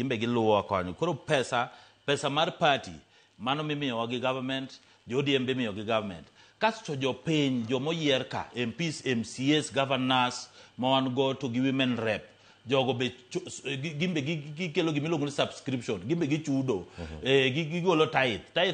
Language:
Luo (Kenya and Tanzania)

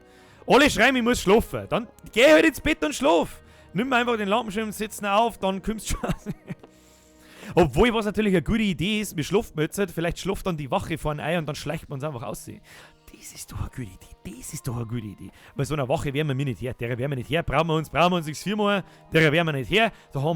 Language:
Bavarian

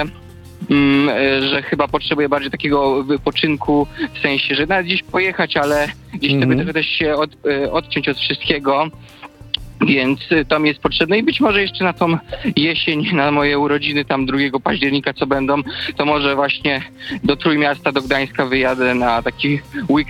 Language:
Polish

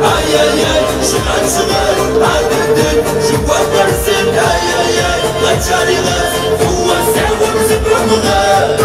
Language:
Kabardian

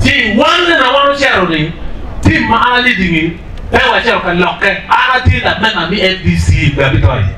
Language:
Acoli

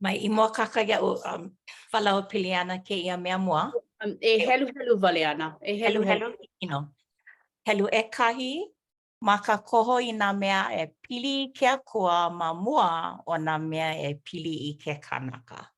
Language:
Hawaiian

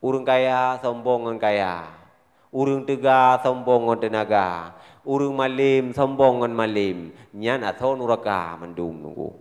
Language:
Achinese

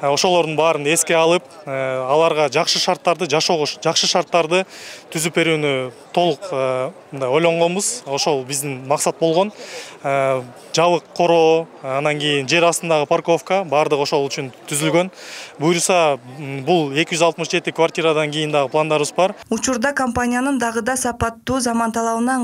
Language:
Kyrgyz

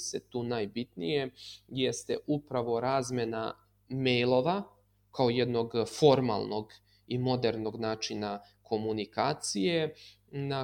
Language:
Serbian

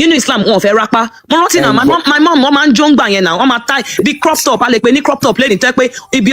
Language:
Yoruba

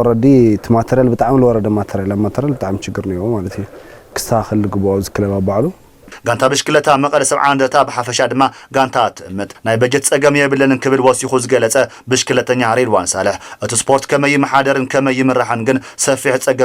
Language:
Tigrinya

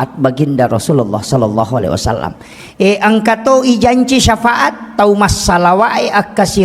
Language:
Buginese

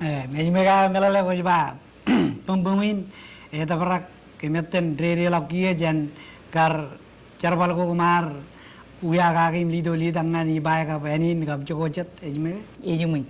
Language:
Marshallese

